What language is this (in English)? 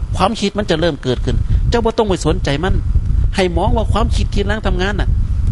Northeastern Thai